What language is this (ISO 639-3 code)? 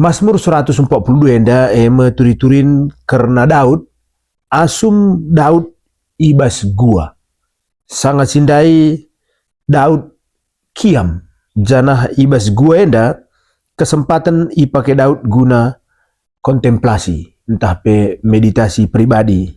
btx